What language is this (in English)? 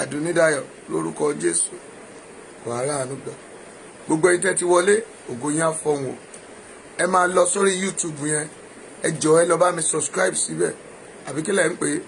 Yoruba